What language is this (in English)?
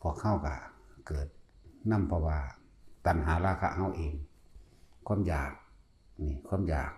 Northeastern Thai